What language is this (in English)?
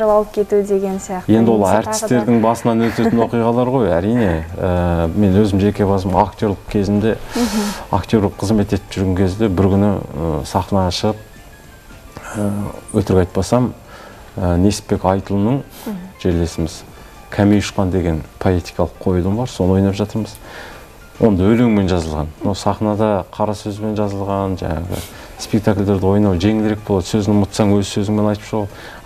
Kazakh